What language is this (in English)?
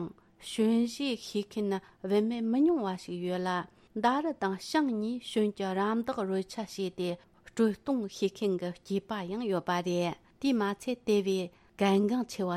Tibetan